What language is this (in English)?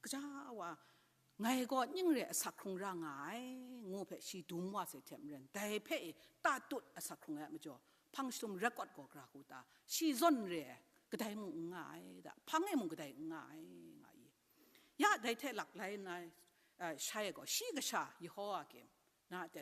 Kachin